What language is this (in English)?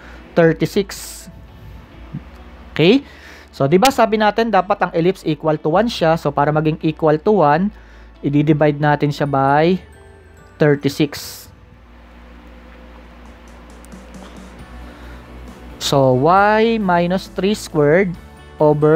Filipino